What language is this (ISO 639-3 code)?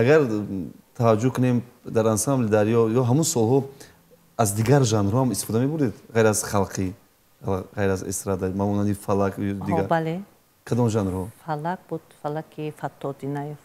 tgk